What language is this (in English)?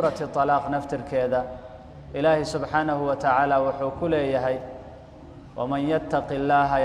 Somali